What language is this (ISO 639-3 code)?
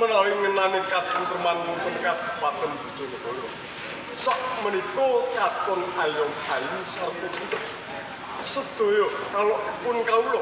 jav